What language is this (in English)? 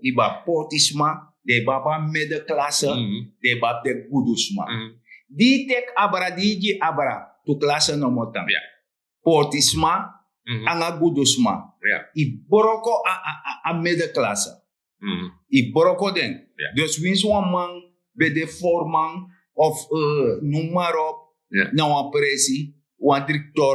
Sranan Tongo